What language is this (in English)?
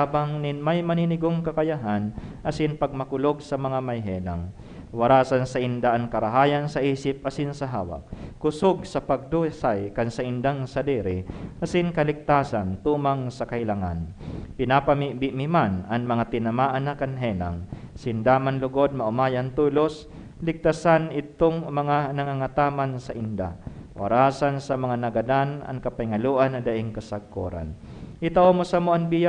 Bikol